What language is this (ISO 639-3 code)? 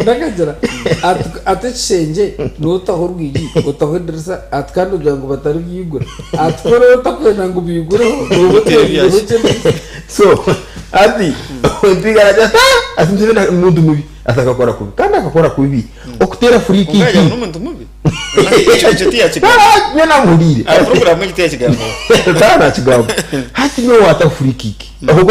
nyn